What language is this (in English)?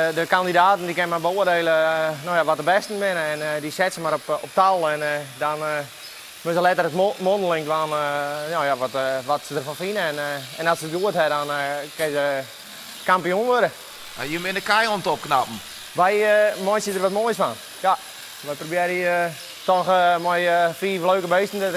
Western Frisian